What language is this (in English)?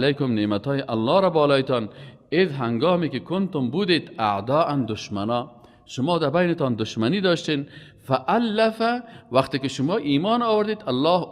Persian